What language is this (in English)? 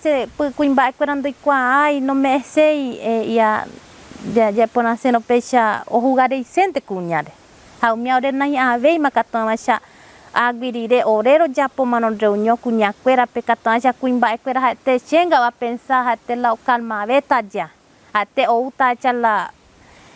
Guarani